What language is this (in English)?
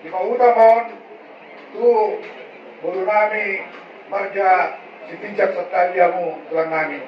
Batak Toba